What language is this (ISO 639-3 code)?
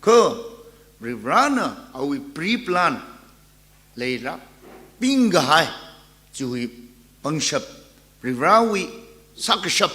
nmf